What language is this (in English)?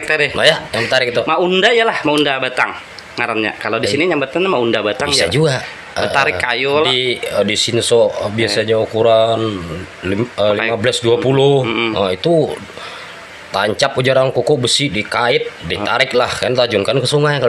Banjar